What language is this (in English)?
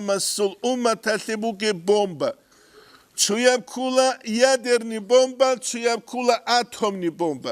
Avaric